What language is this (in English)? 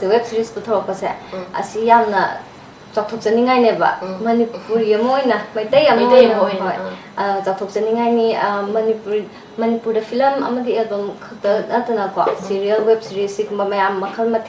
Manipuri